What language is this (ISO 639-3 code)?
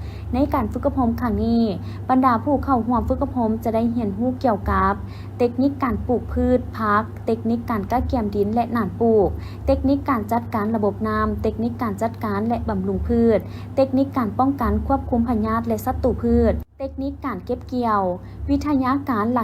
lao